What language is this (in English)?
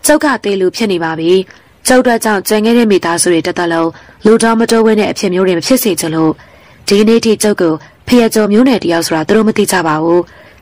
Burmese